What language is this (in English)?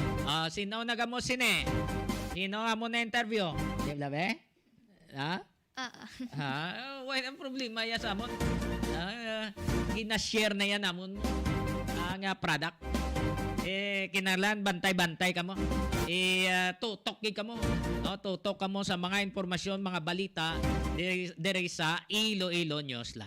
Hiligaynon